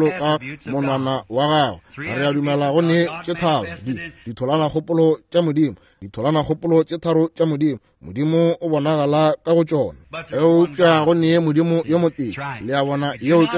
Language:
Northern Sotho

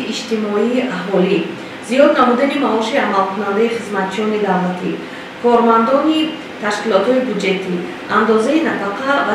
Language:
Tajik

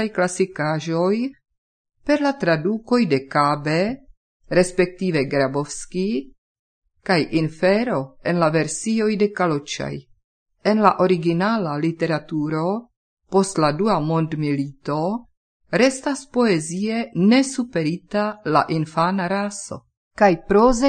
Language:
Esperanto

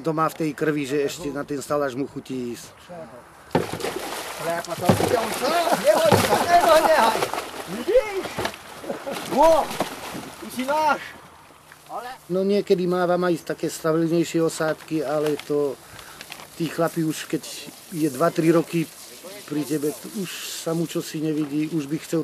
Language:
Slovak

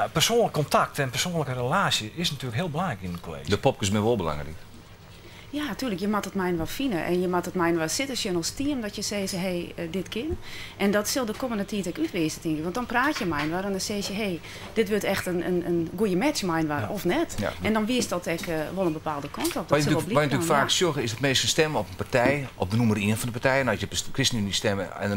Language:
Western Frisian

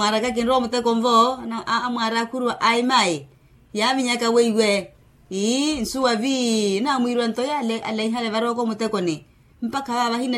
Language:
Makhuwa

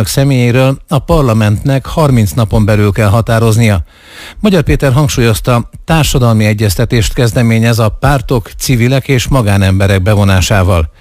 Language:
Hungarian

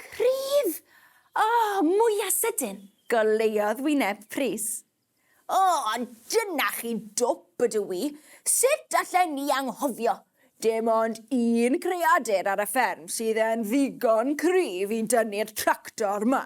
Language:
Welsh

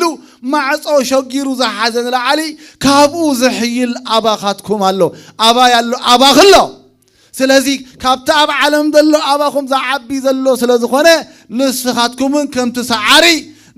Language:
Tigrinya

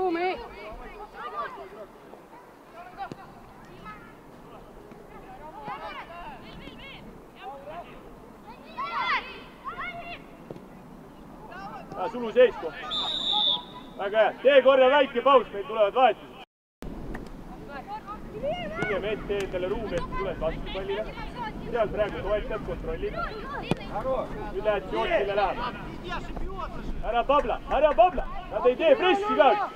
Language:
Estonian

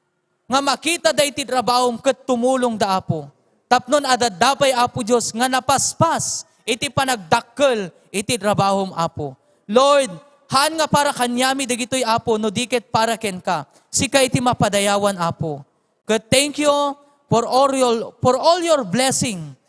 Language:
Iloko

